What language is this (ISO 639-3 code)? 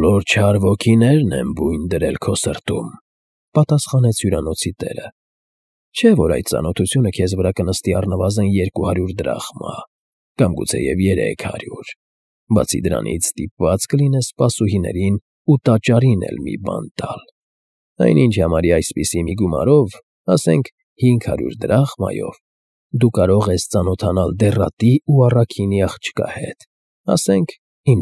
hye